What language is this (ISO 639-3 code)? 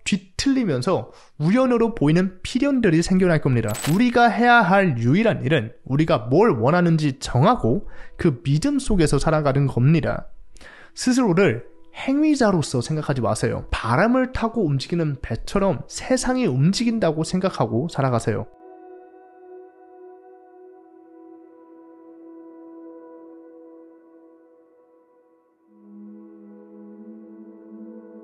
kor